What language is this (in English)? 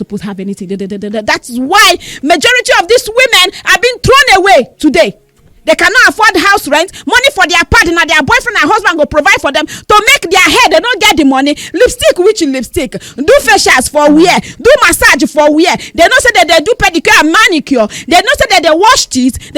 Nigerian Pidgin